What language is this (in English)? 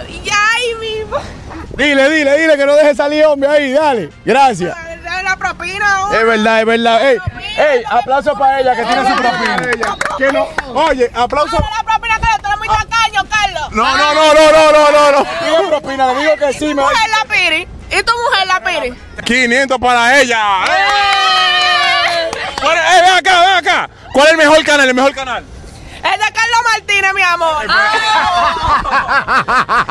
Spanish